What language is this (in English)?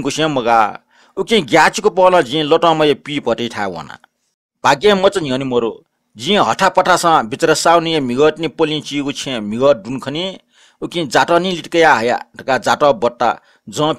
Newari